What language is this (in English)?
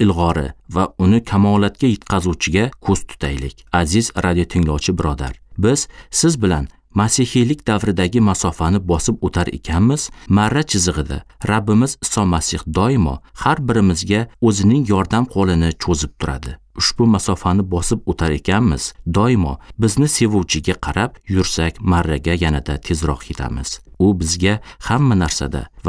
Uzbek